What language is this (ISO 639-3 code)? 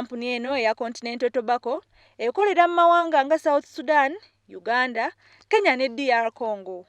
lug